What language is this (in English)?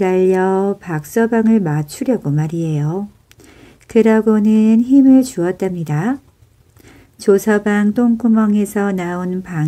Korean